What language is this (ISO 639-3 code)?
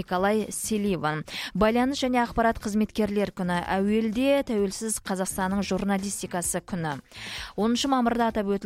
kaz